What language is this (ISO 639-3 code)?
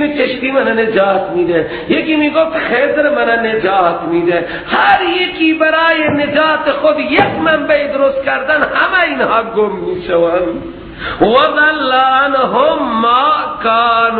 fas